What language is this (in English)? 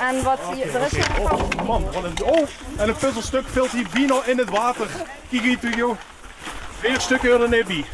Limburgish